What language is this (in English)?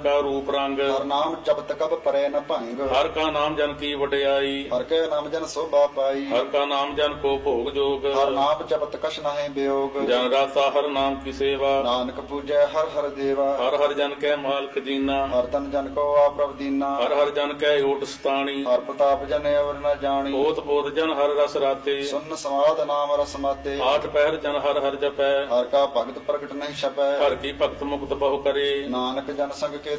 Punjabi